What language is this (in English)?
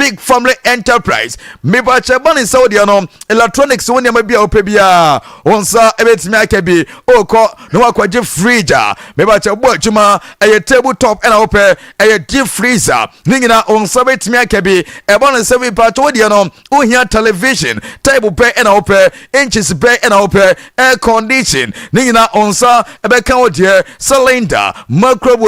Akan